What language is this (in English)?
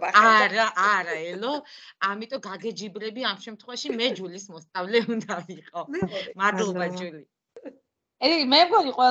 Georgian